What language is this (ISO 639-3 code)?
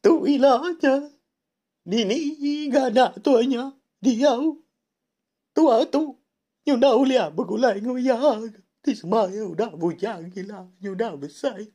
iba